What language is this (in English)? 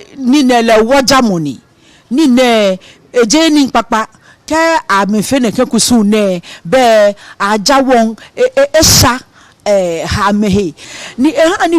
Ga